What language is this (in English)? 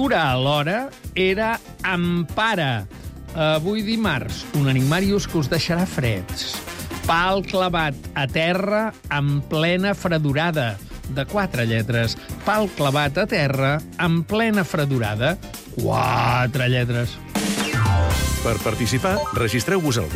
Catalan